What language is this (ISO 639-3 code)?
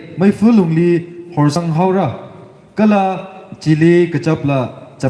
nmf